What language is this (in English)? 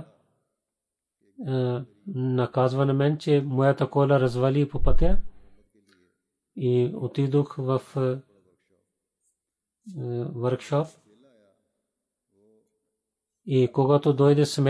Bulgarian